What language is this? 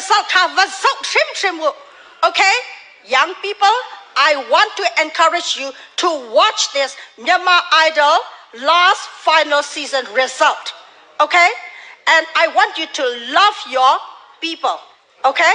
Hakha Chin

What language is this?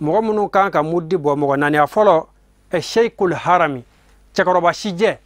Bambara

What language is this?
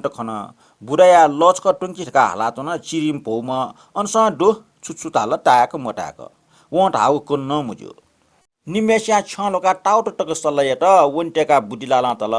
Newari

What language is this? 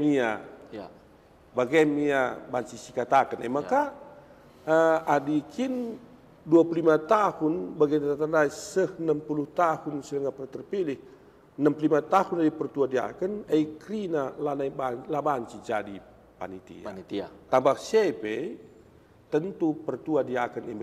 Batak Karo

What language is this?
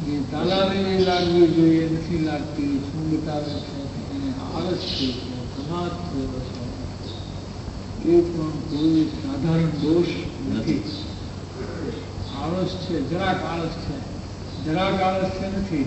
Gujarati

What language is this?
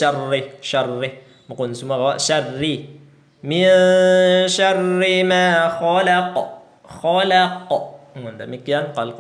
Tausug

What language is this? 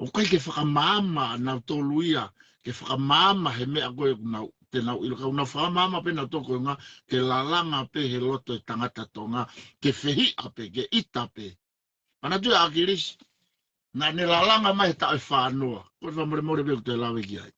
Tongan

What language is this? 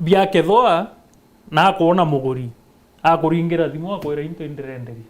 Meru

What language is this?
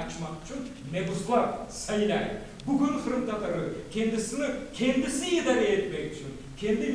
Crimean Tatar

